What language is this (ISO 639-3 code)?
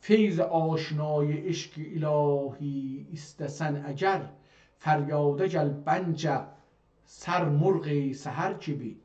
azb